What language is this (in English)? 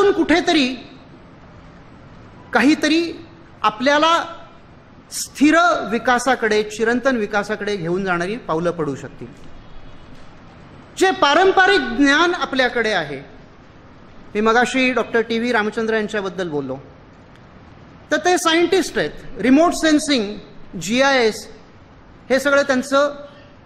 Marathi